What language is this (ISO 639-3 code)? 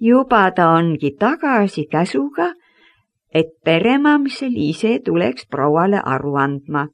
est